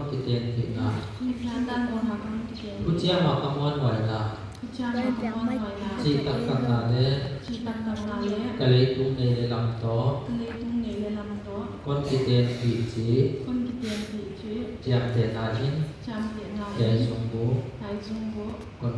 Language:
Tedim Chin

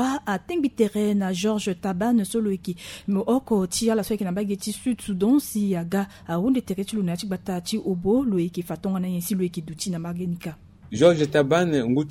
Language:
Sango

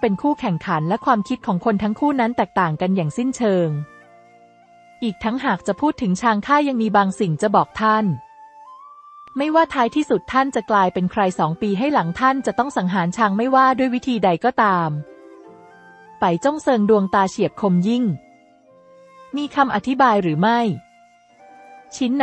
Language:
Thai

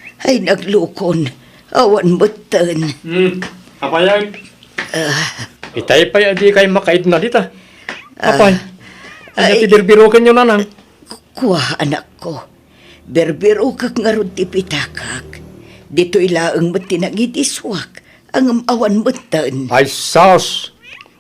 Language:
Iloko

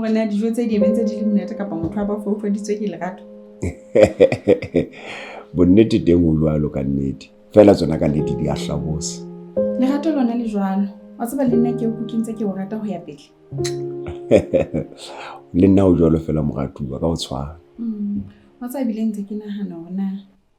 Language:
Southern Sotho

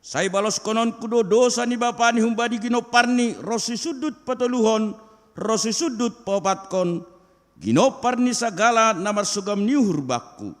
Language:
Batak Simalungun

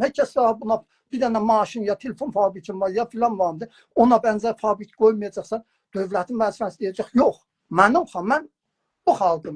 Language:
South Azerbaijani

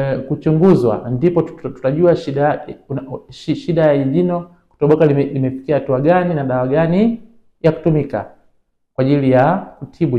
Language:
Swahili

